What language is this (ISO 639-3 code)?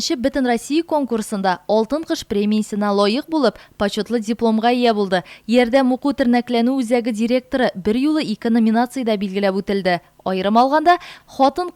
tat